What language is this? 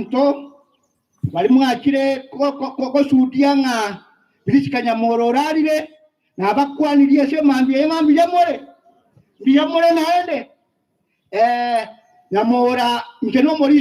Gusii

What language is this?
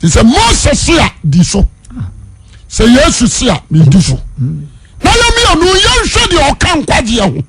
Akan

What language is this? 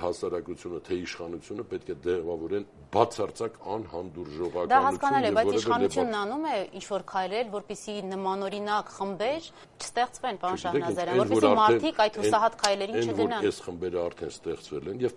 Armenian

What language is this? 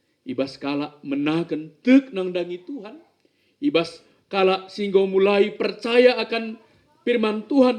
Batak Karo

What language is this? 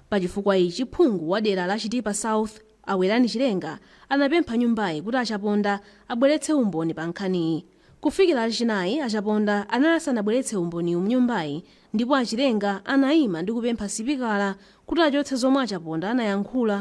Nyanja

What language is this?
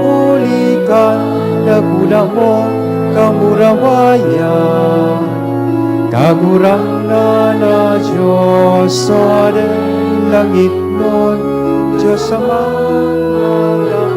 Bikol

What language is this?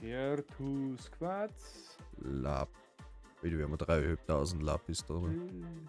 Bavarian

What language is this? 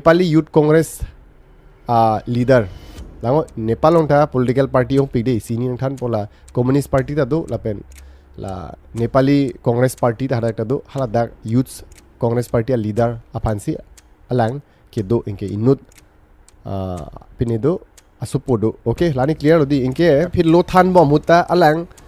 Karbi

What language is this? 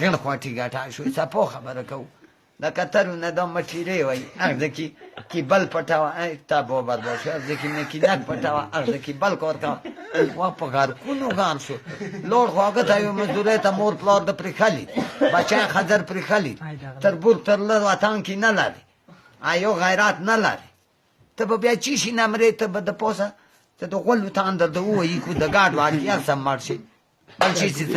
Pashto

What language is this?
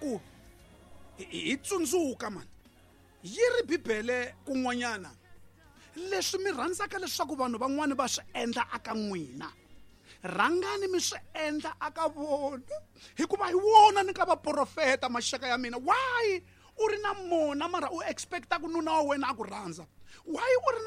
Tsonga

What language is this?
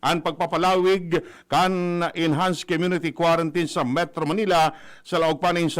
Bikol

